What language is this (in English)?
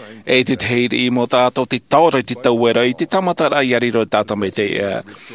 Tahitian